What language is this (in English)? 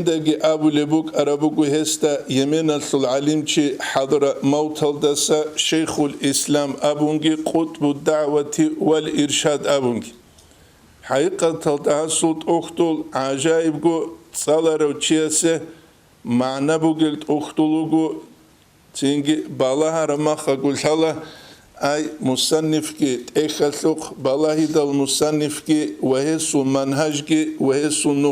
Avaric